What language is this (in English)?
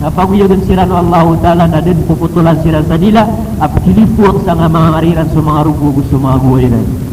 Maranao